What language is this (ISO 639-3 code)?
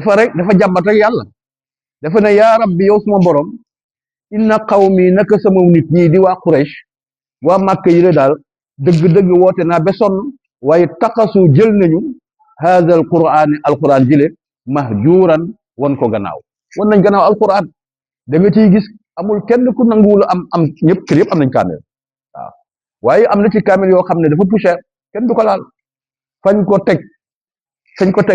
wol